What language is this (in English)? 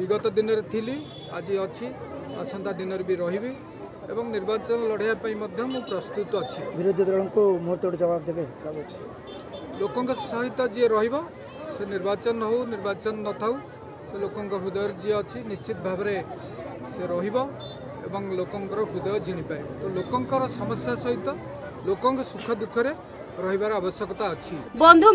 Odia